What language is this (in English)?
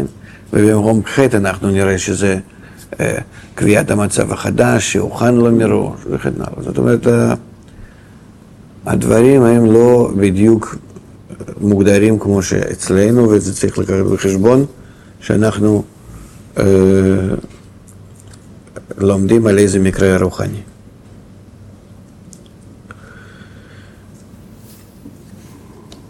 Hebrew